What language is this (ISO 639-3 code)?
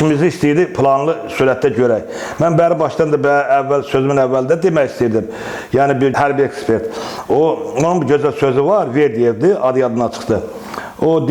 aze